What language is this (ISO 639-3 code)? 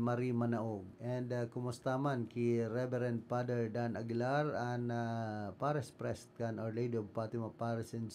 bik